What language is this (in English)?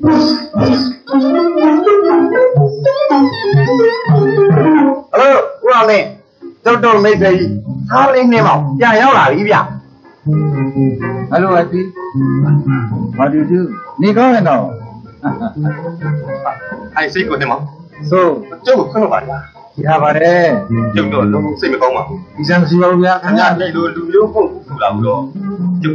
Burmese